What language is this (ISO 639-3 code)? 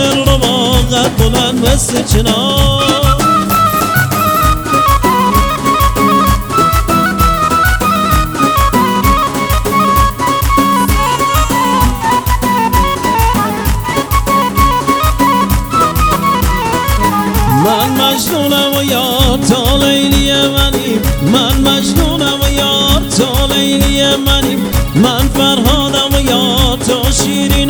fas